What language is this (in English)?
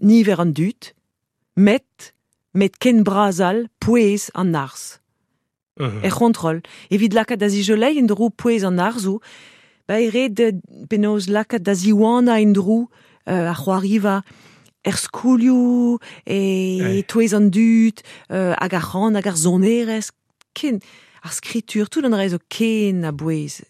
Breton